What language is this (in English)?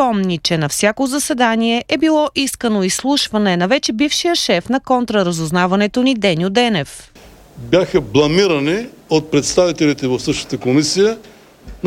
Bulgarian